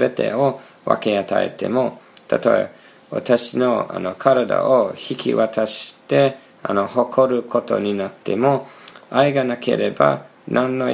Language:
Japanese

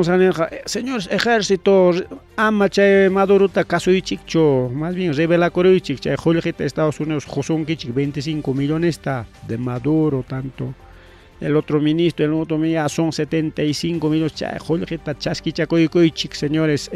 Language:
Ayacucho Quechua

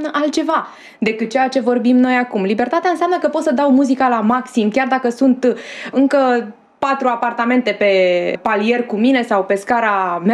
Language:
Romanian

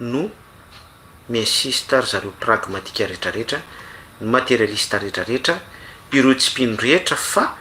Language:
Malagasy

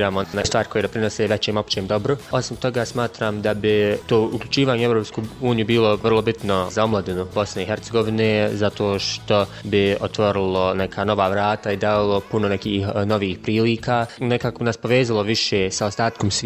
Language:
Bosnian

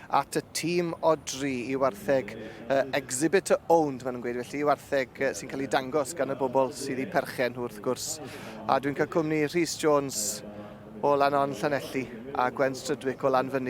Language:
Welsh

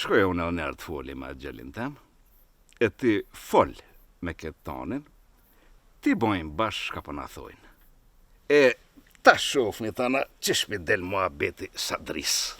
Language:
Albanian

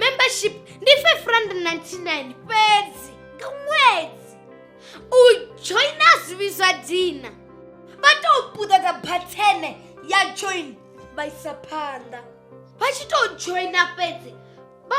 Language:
Venda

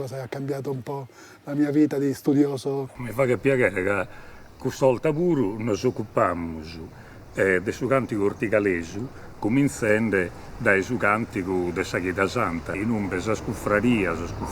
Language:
Sardinian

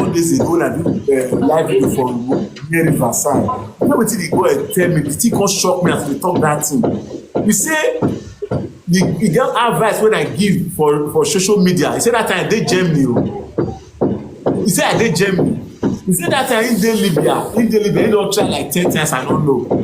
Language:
Nigerian Pidgin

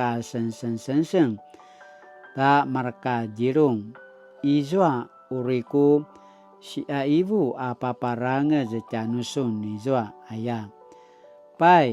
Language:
Paiwan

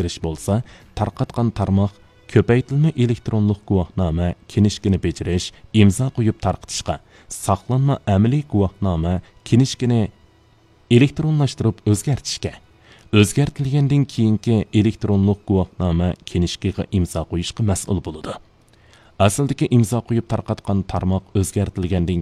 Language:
Uyghur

